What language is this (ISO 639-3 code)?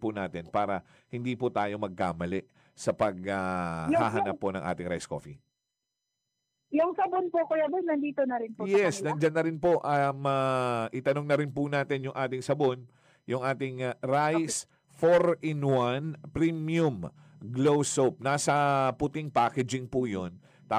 fil